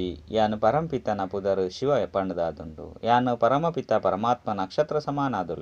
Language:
Tulu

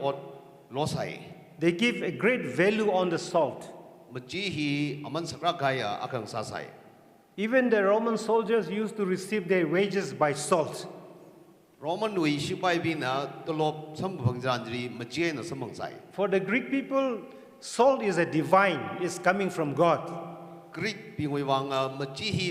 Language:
Tangkhul Naga (India)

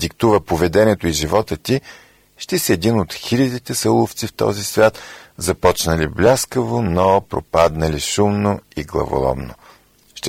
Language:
Bulgarian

